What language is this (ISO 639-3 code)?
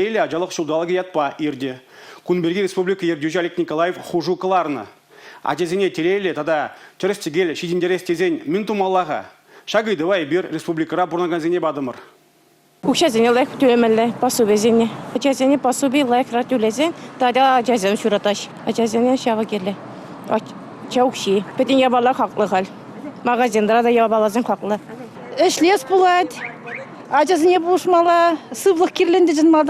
chv